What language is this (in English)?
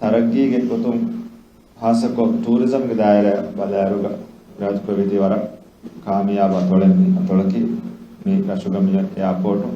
Divehi